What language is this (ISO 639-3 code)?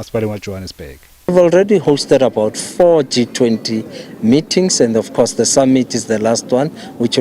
sot